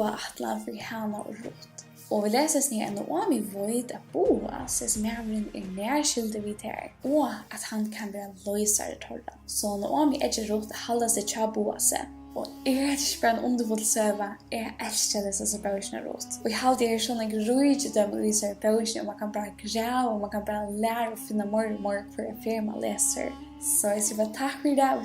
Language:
Faroese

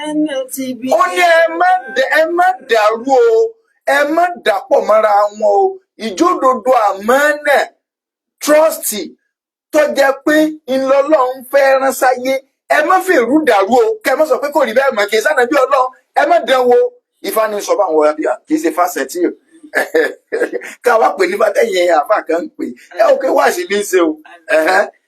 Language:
Yoruba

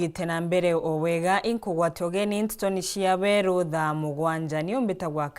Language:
Meru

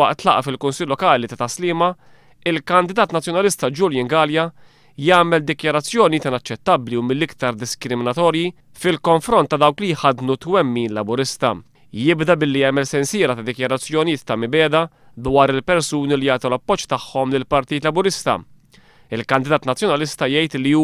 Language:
Maltese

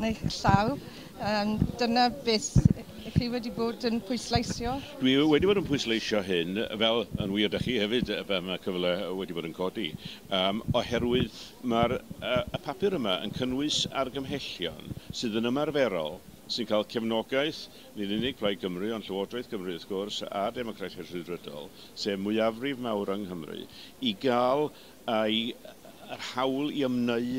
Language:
Welsh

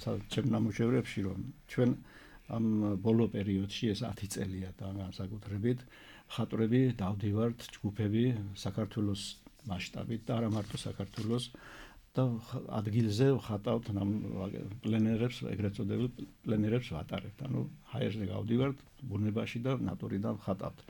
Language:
Georgian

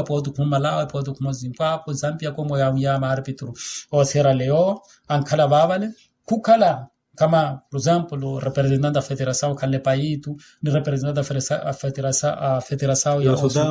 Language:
Makhuwa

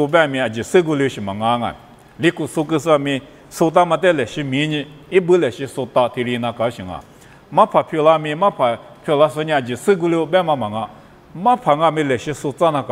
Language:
Lisu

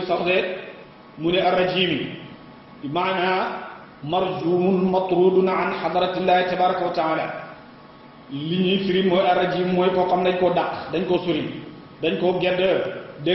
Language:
Wolof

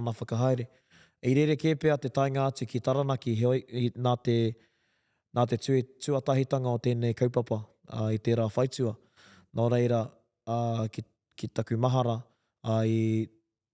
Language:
Māori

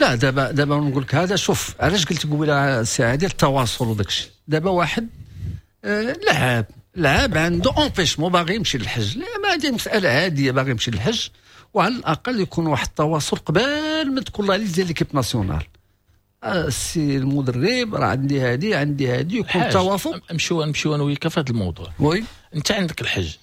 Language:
Moroccan Arabic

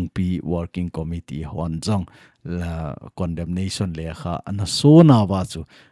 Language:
Thado Chin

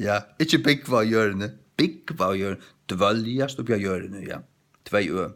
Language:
Faroese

